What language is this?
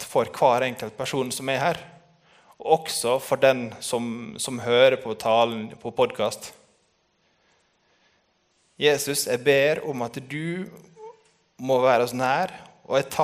Norwegian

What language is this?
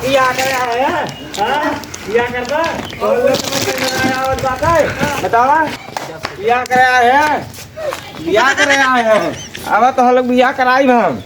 Awadhi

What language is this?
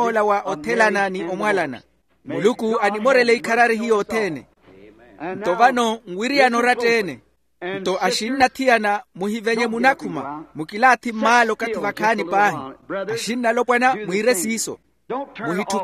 Makhuwa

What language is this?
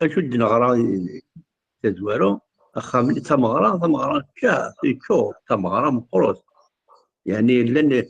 Kabyle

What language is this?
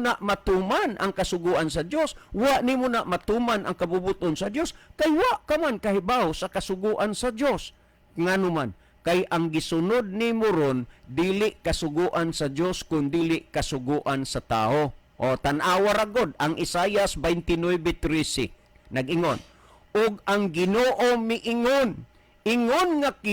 Cebuano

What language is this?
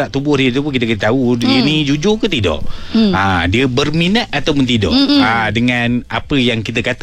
Malay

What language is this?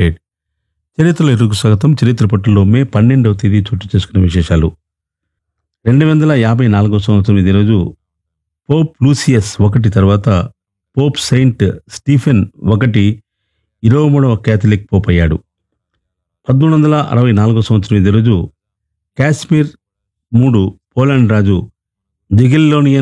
Telugu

